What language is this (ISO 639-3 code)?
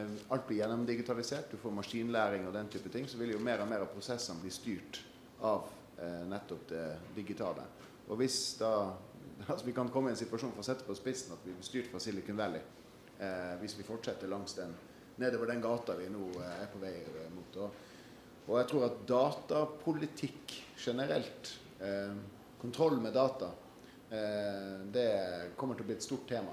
nor